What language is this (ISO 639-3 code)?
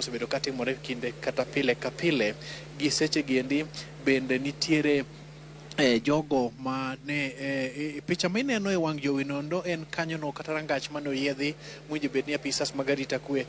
luo